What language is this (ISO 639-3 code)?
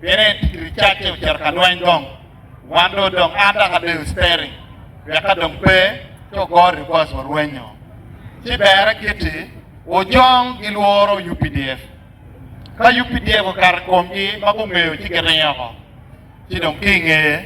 ach